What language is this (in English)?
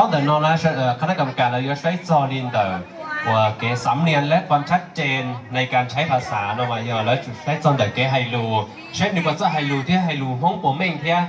Hmong